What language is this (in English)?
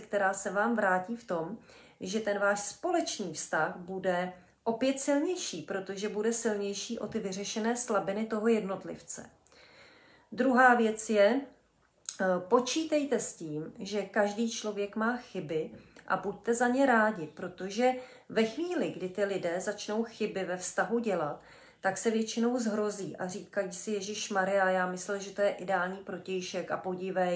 Czech